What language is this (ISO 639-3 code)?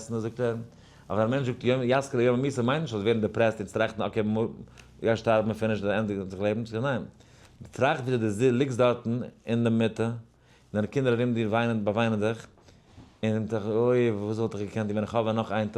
yid